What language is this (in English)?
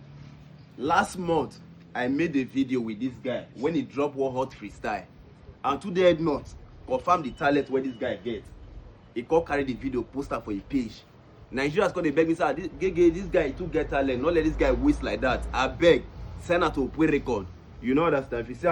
Nigerian Pidgin